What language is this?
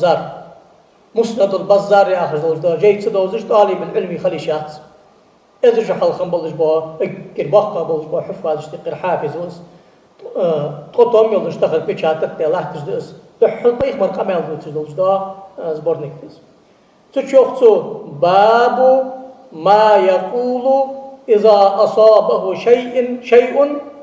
Ingush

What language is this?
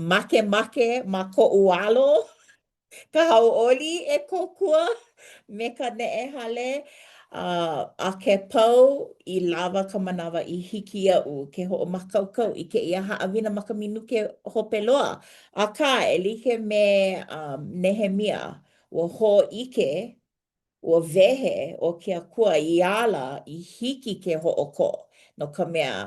Hawaiian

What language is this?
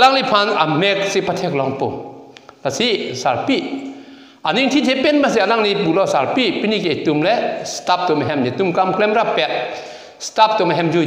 Karbi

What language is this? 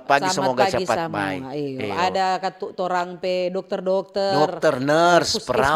Manado Malay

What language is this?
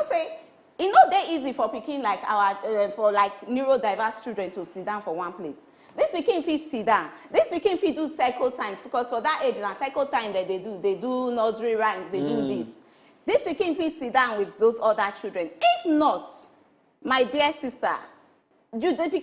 Nigerian Pidgin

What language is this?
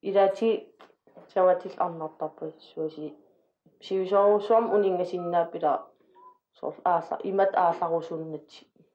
Kalaallisut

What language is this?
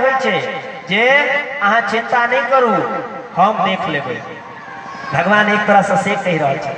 Maithili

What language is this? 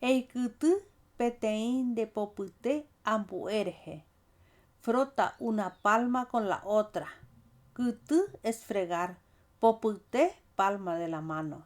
Guarani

